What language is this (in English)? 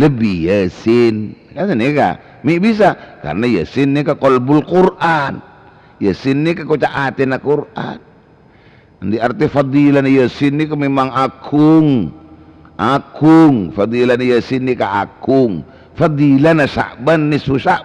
Madurese